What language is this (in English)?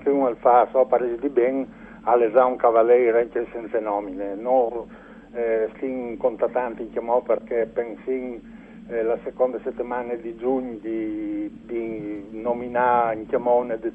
Friulian